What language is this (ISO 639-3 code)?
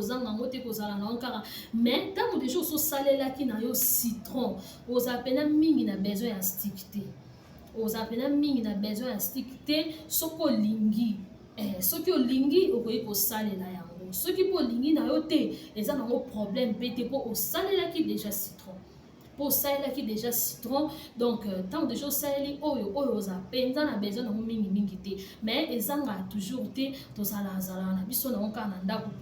lin